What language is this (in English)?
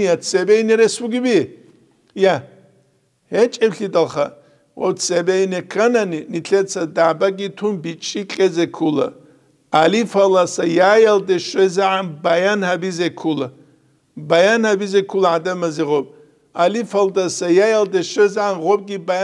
Avaric